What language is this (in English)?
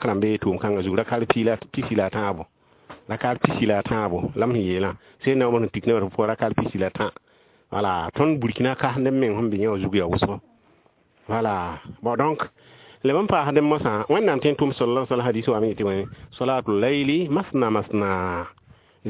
Mossi